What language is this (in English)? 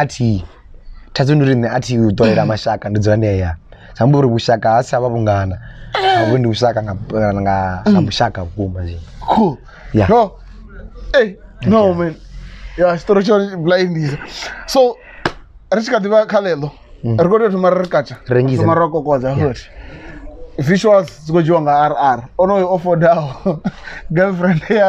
Venda